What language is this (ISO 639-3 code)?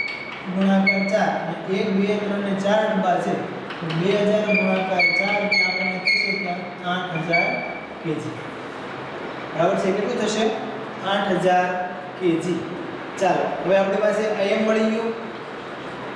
guj